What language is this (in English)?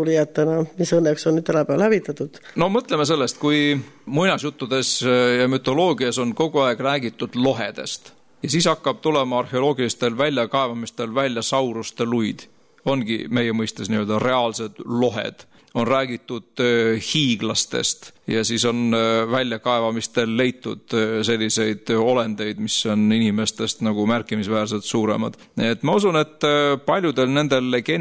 Estonian